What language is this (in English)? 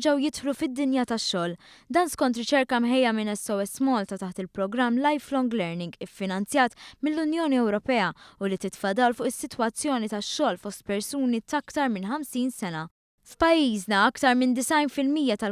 Maltese